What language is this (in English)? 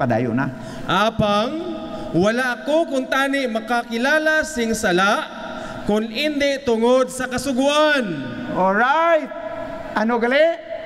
Hiligaynon